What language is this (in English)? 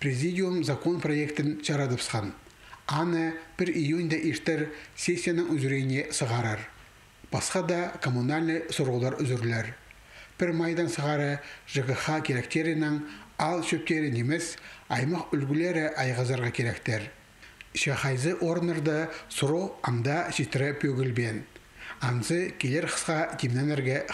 Khakas